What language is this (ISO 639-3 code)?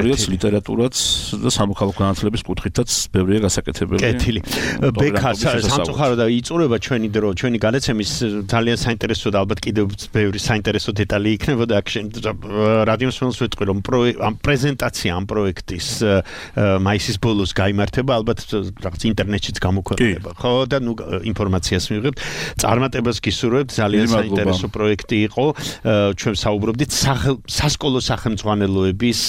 kat